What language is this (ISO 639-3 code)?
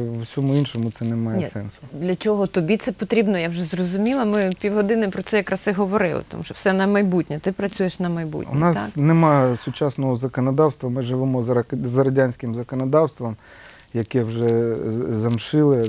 ukr